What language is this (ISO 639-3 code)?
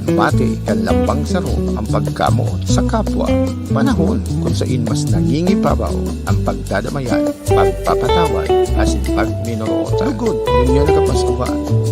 bik